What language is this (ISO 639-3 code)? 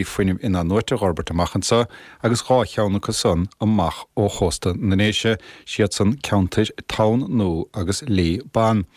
gle